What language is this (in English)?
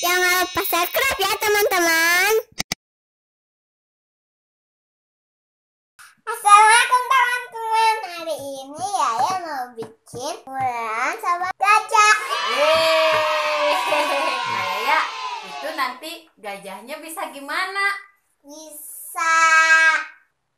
Indonesian